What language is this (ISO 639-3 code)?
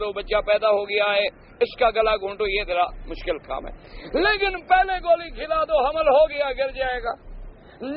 urd